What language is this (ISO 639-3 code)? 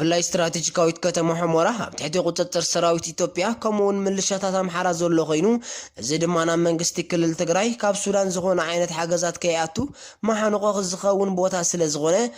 tir